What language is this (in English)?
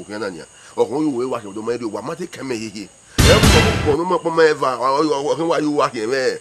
Bini